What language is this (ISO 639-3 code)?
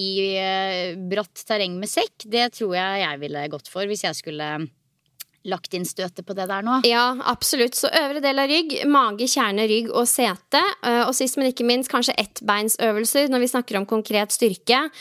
nor